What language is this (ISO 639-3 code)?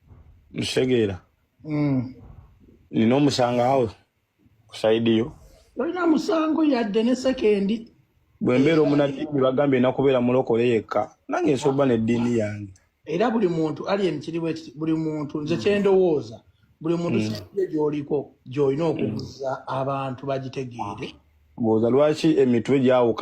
lug